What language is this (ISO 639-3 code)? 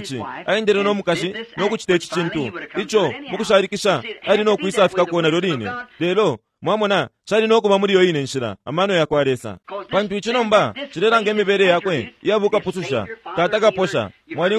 bem